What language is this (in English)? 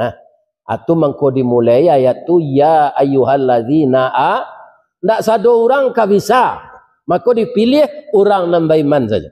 Minangkabau